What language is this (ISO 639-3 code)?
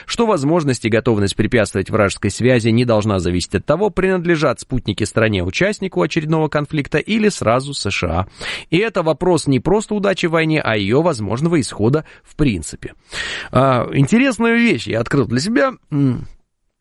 rus